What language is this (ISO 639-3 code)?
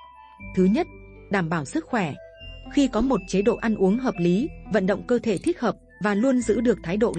vie